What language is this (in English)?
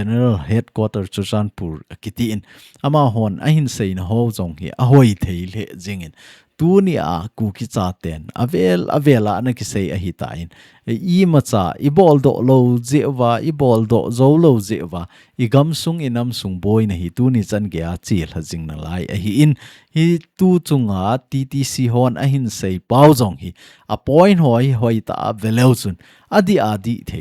Thado Chin